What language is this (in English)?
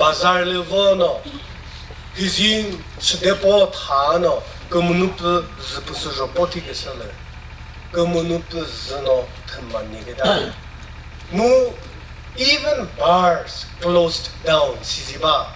Chokri Naga